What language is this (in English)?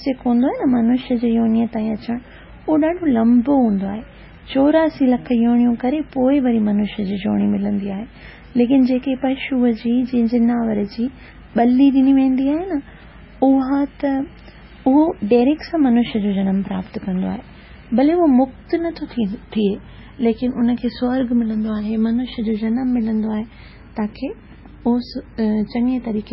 Sindhi